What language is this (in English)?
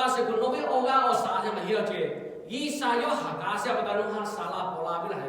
Lahu